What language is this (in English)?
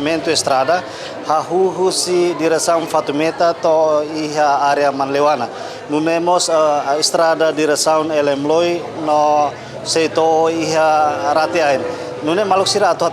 Tetum